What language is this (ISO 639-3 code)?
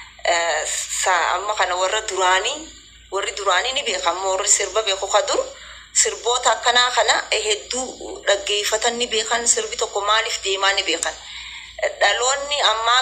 orm